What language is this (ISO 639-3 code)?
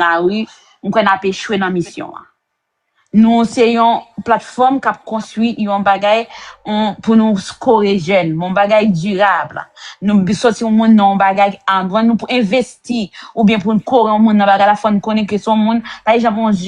hat